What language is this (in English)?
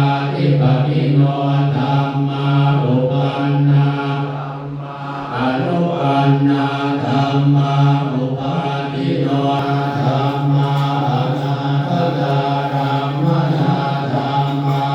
Pali